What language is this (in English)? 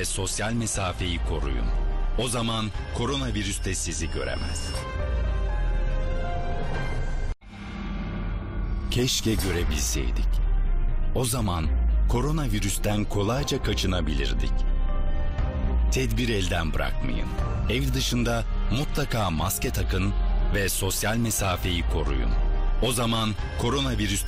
Turkish